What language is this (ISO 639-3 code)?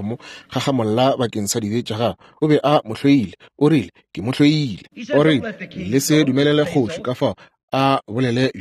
nso